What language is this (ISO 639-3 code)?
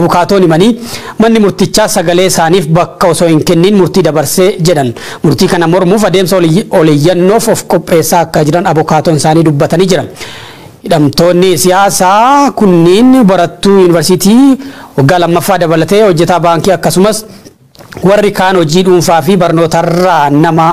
orm